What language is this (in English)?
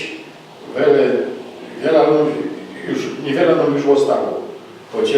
Silesian